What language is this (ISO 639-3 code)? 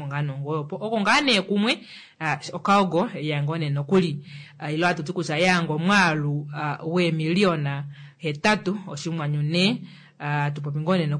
kua